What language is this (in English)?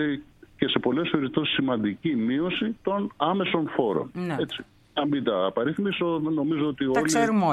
Greek